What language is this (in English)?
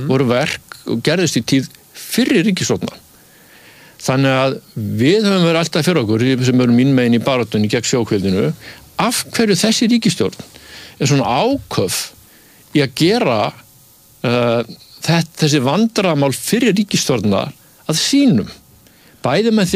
Icelandic